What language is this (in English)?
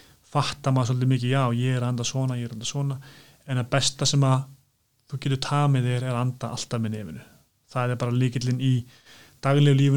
Icelandic